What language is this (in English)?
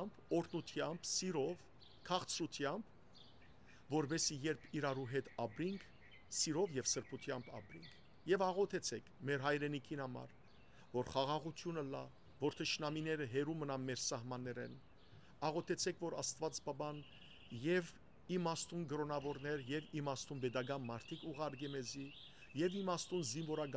Western Armenian